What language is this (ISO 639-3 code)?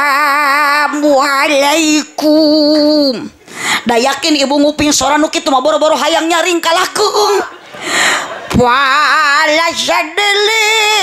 sun